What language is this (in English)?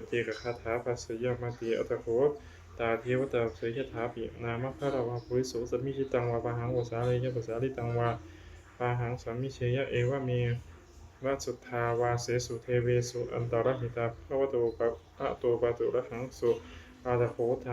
Pali